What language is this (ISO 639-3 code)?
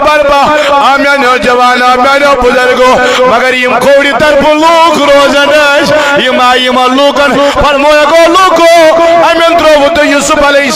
kas